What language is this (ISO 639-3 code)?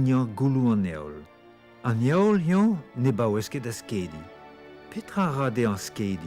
bre